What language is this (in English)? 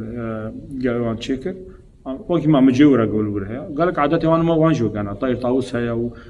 Kurdish